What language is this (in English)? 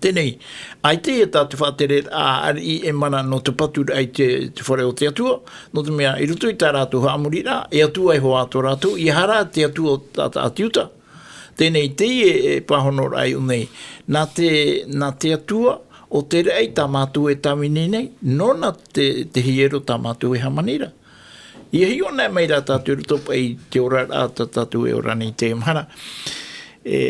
Tahitian